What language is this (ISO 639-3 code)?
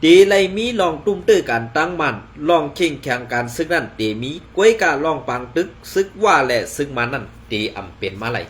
shn